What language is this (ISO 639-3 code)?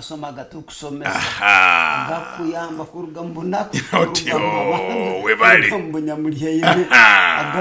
nyo